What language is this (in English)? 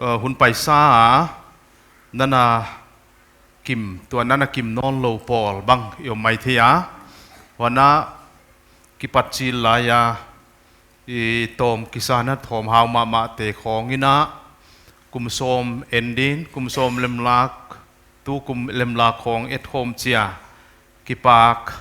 Paite Chin